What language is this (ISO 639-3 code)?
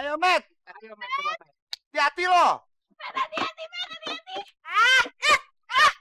bew